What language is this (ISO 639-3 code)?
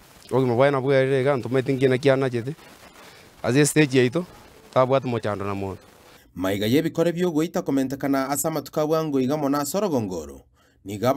guz